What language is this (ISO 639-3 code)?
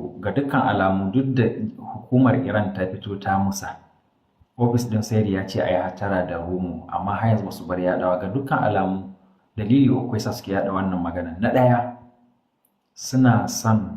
hau